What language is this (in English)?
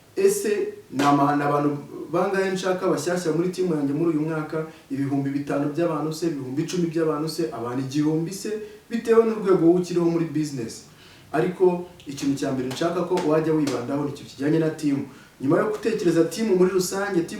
Kinyarwanda